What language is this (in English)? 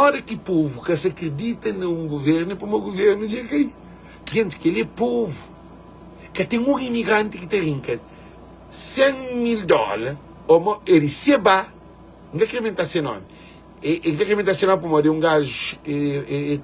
Kabuverdianu